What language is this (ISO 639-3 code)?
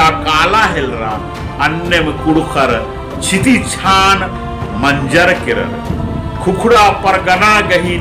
kru